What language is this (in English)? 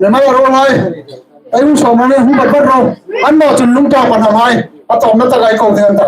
Hmar